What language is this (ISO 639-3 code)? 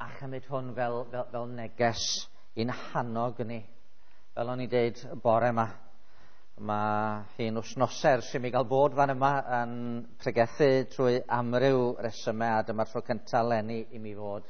cym